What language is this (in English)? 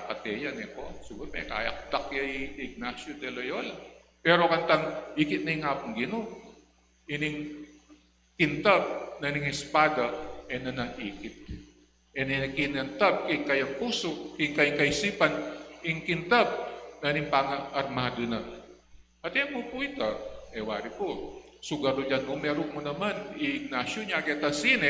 Pampanga